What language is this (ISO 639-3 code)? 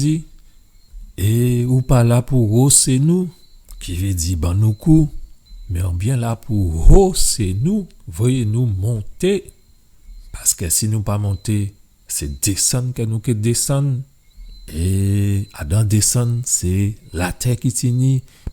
gcf